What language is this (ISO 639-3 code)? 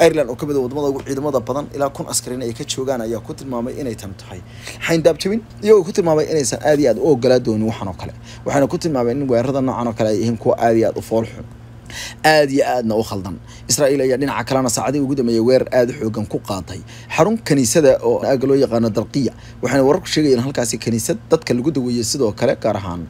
som